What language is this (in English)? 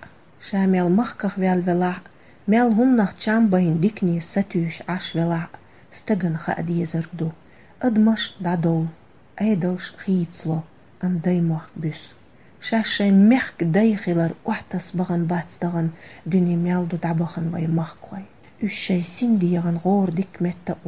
Chechen